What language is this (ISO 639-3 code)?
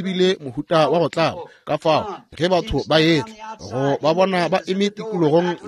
nso